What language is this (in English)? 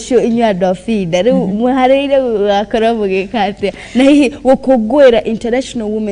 Kikuyu